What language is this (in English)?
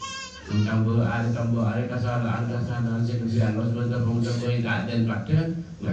Madurese